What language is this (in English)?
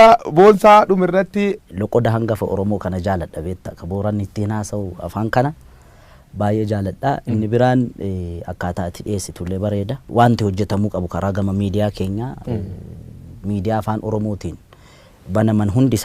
Oromo